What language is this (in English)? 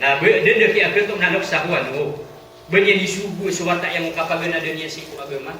Maranao